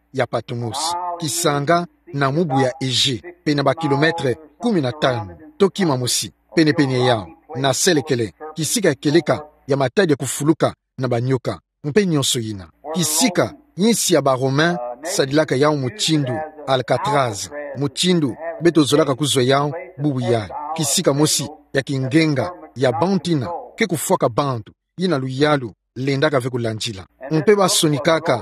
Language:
Kituba (Democratic Republic of Congo)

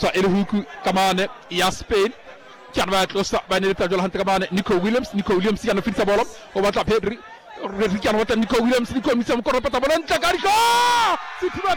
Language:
Southern Sotho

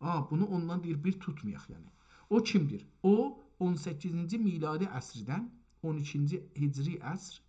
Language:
South Azerbaijani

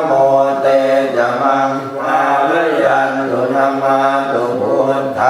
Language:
Pali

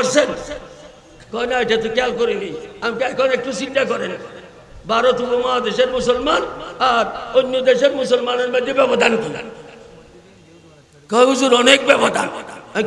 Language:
Bangla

